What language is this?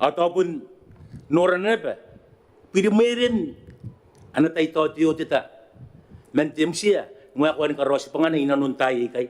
Gilbertese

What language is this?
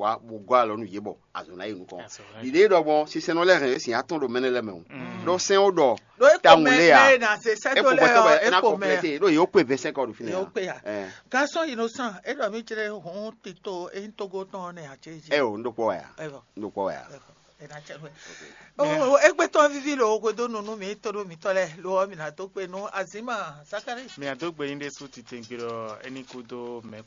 Fon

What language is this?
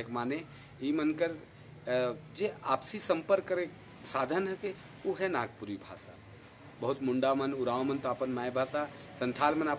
Sadri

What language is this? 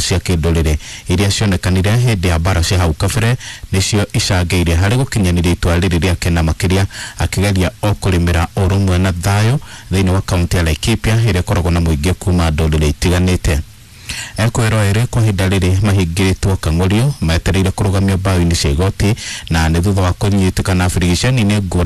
Kikuyu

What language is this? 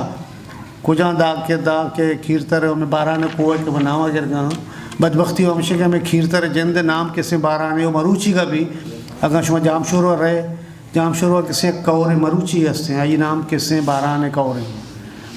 Eastern Balochi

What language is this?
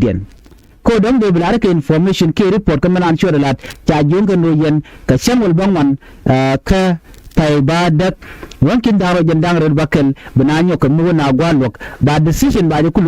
Nuer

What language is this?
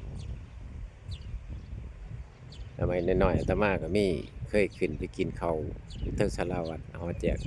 Lao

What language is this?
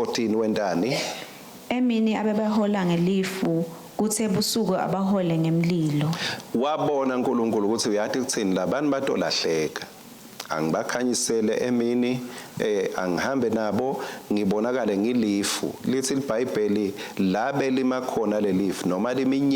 Swati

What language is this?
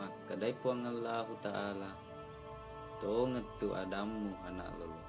Buginese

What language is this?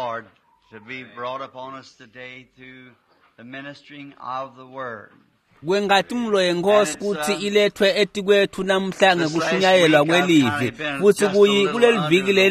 Swati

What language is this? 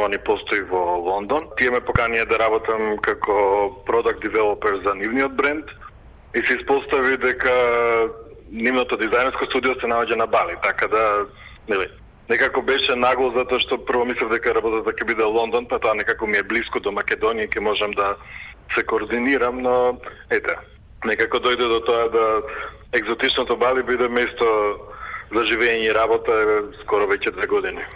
Macedonian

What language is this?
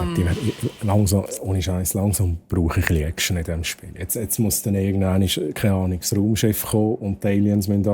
Swiss German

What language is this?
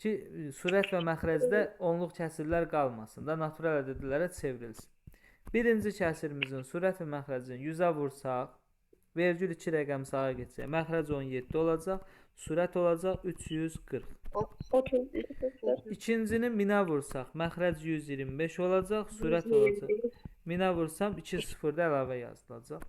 Azerbaijani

